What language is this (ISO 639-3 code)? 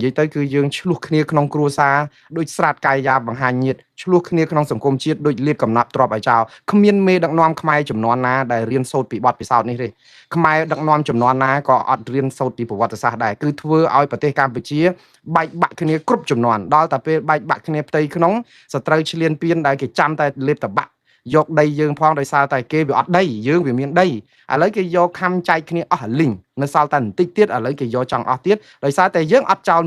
khm